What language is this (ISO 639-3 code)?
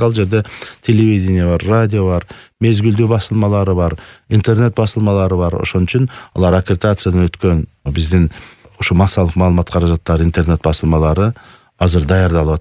kir